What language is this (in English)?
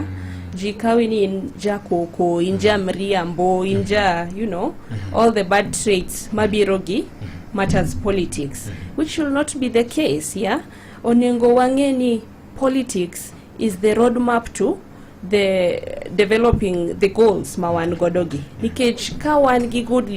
Luo (Kenya and Tanzania)